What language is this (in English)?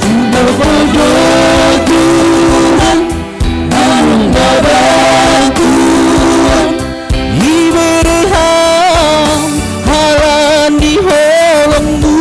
Batak Simalungun